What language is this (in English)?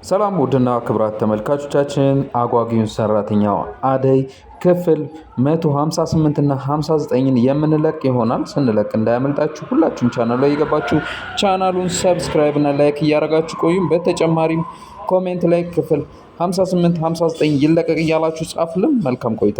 Amharic